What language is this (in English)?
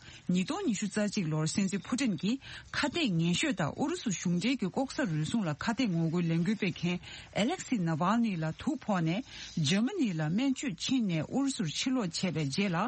Tibetan